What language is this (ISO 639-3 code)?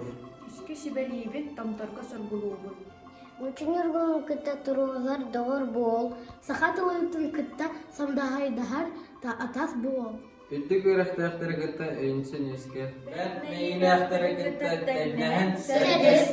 sah